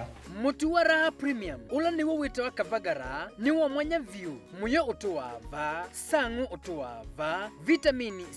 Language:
Kamba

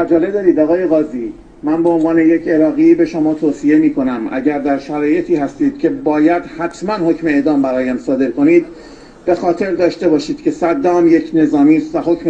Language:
Persian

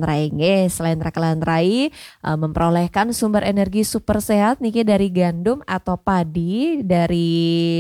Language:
Balinese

